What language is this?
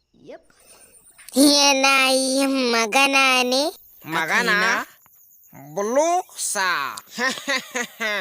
Hausa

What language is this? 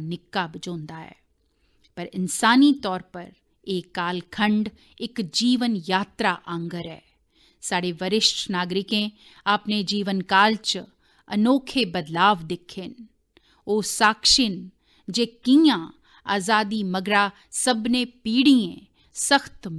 Dogri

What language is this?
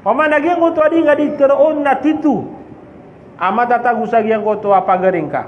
Maranao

